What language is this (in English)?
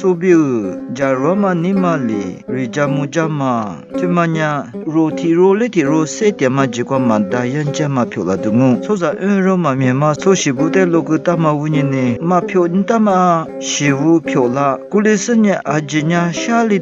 Lisu